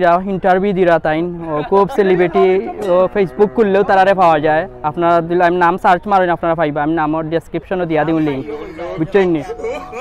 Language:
Sylheti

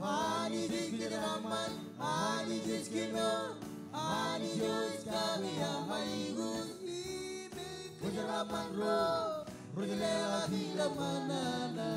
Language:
Marshallese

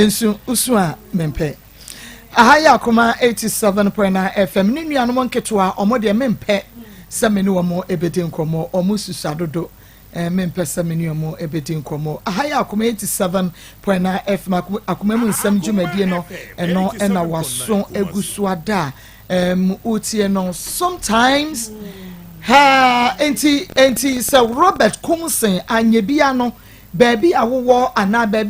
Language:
Akan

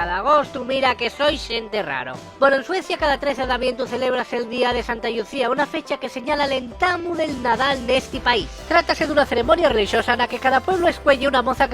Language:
Asturian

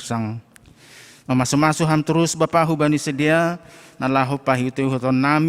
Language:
Batak Simalungun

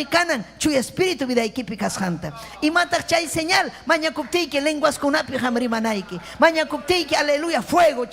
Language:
Ayacucho Quechua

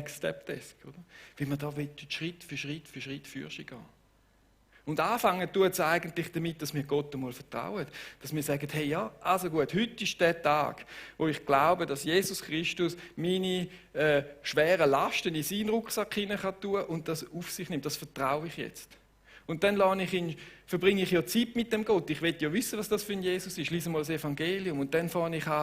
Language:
Swiss German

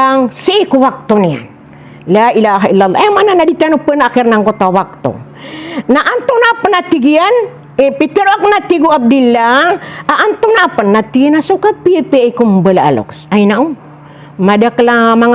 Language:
Maranao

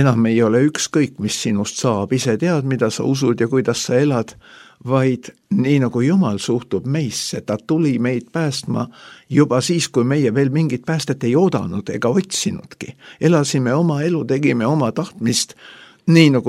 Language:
Estonian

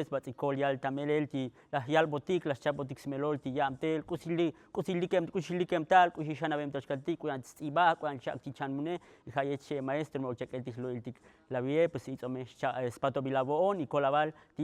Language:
Tzotzil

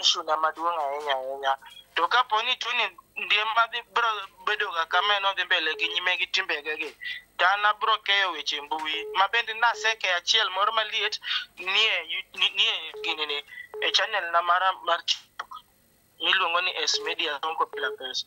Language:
Luo (Kenya and Tanzania)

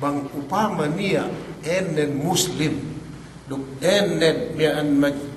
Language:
Yakan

